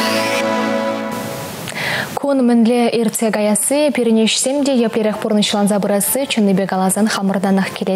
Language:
Chuvash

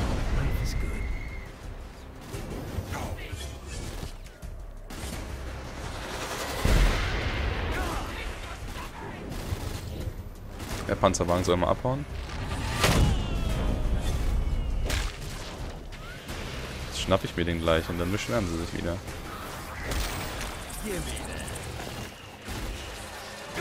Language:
German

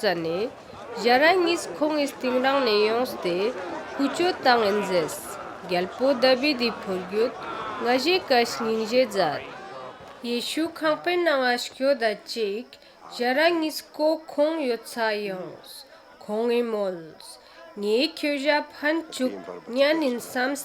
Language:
Ladakhi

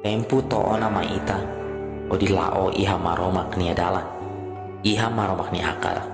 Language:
Tetum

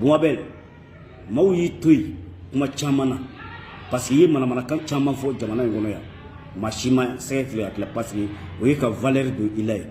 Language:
Bambara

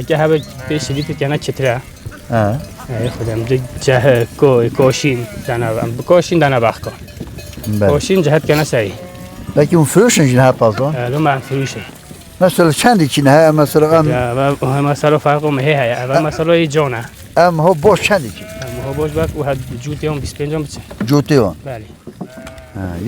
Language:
Kurdish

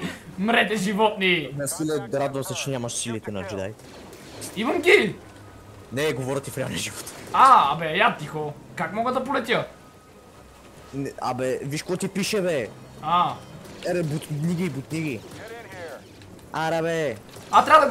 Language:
Bulgarian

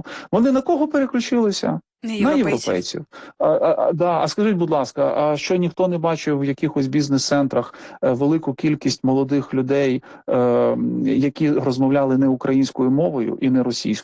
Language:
Ukrainian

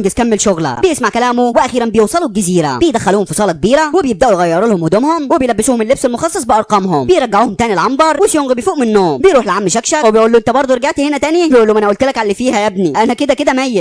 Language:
Egyptian Arabic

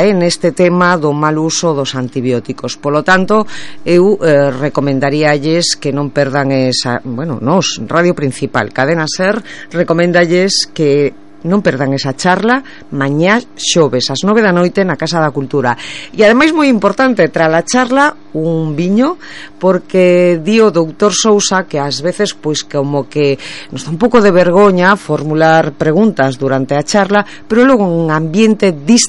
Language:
Galician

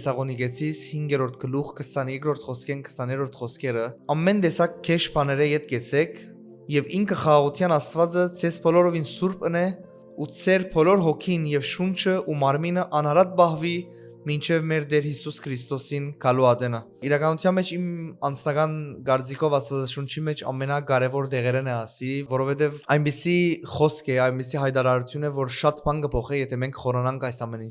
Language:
Western Armenian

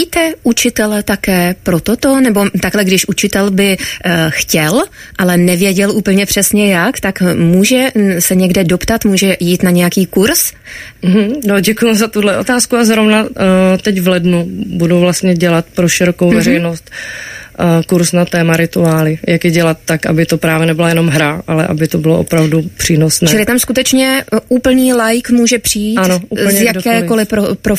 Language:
Czech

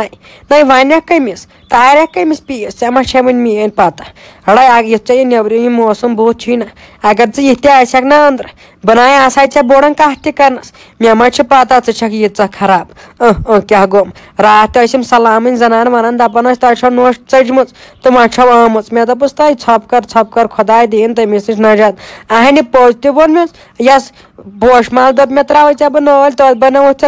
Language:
Kashmiri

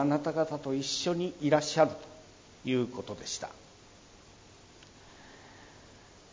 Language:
Japanese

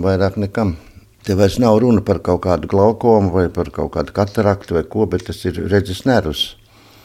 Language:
Latvian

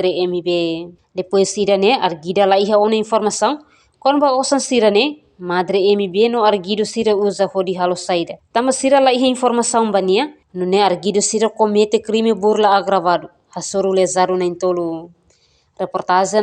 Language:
Tetum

